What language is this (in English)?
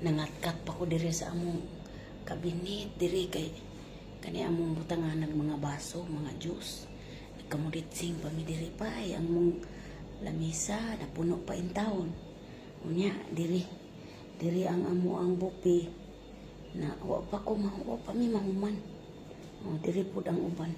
Cebuano